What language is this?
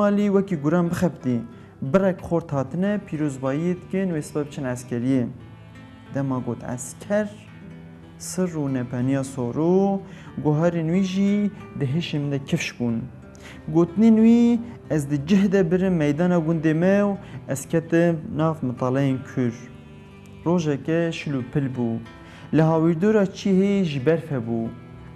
Kurdish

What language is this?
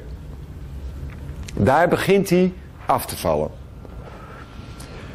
Dutch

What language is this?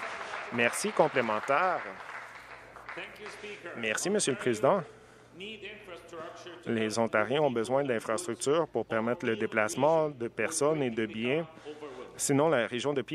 French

